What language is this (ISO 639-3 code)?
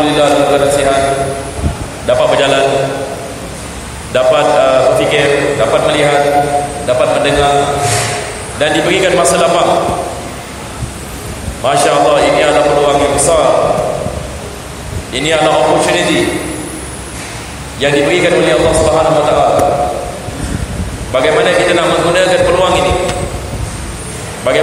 msa